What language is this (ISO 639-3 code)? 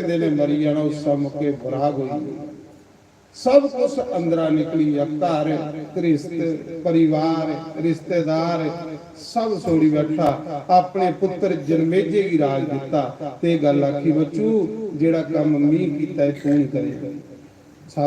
doi